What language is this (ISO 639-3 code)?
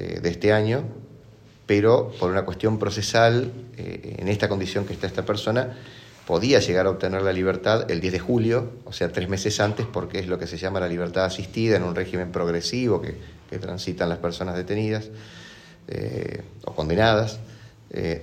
spa